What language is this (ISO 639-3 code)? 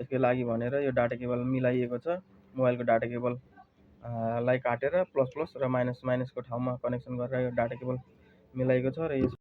nep